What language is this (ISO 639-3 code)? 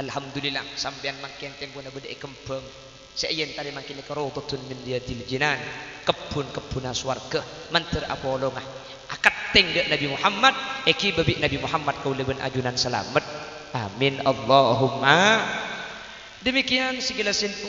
mad